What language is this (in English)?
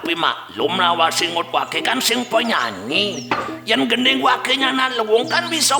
Balinese